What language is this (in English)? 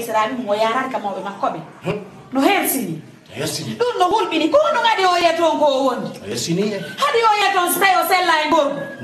Fula